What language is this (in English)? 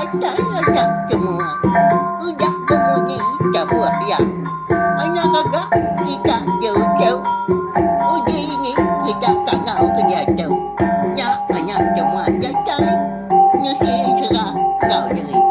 Iban